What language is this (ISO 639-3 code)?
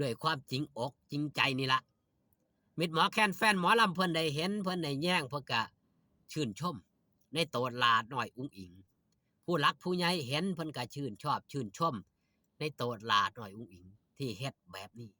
tts